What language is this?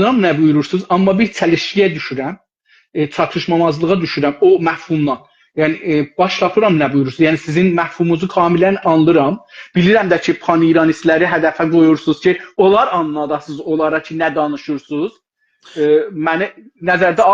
South Azerbaijani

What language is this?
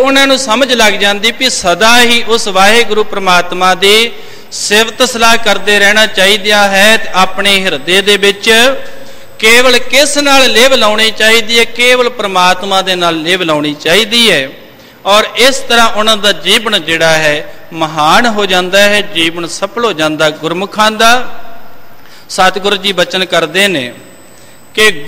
Punjabi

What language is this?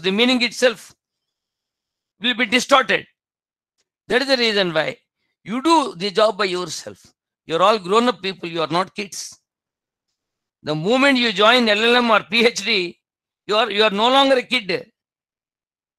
English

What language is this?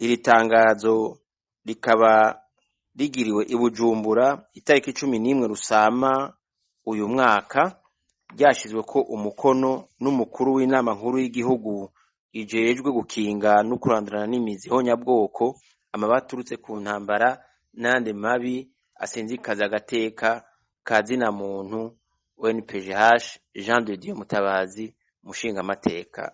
Rundi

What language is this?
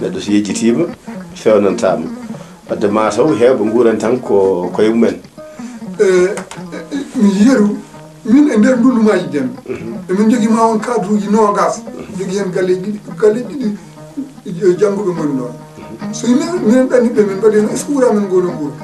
Fula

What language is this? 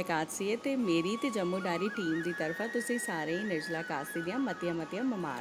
Dogri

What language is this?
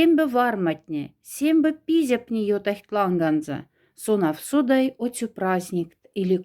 Moksha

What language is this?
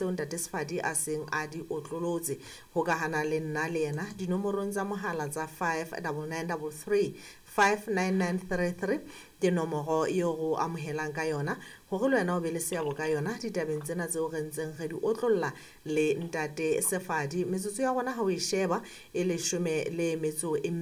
Southern Sotho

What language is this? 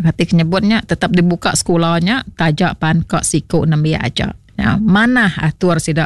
Iban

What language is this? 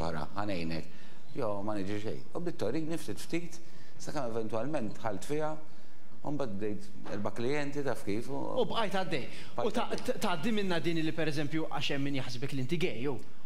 Maltese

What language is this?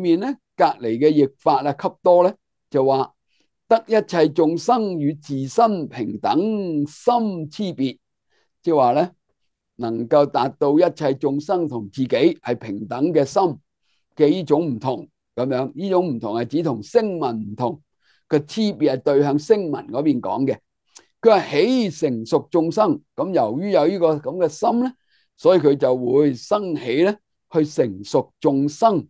Cantonese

